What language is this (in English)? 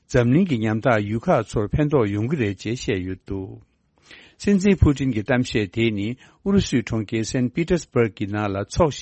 Tibetan